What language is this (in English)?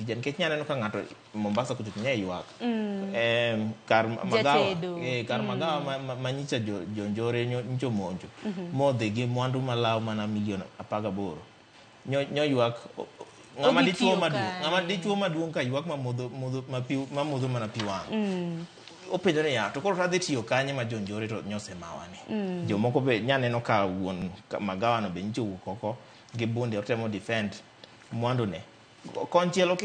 Luo (Kenya and Tanzania)